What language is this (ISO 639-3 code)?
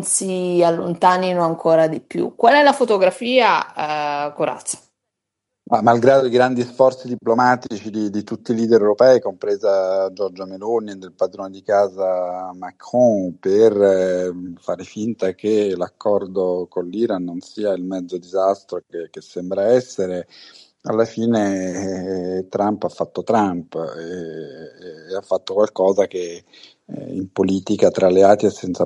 ita